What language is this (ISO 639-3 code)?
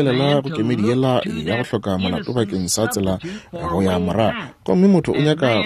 nso